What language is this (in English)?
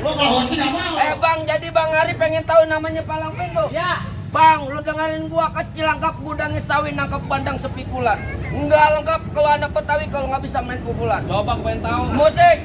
Betawi